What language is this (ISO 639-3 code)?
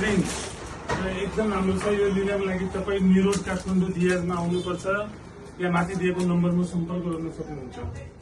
nep